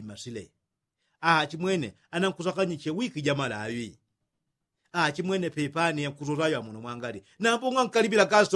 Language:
Yao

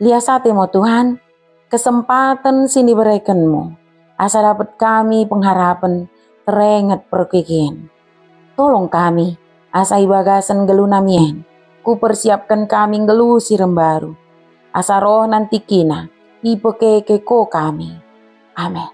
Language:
Batak Dairi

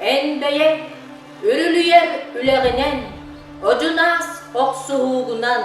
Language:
Yakut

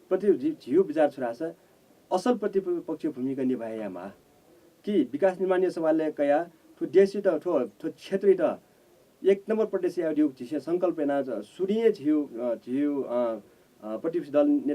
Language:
Newari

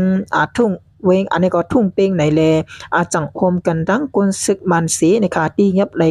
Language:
Shan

